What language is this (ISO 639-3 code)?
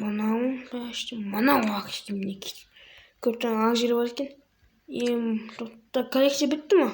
kaz